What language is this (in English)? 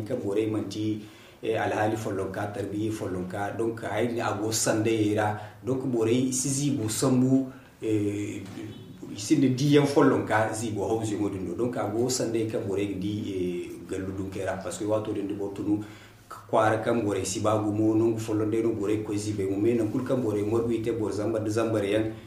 Zarma